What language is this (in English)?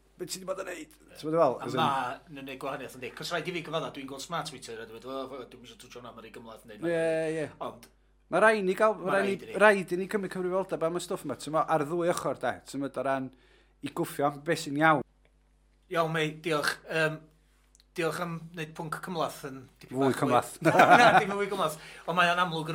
Welsh